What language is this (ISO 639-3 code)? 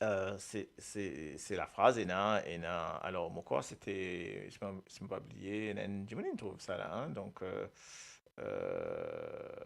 mfe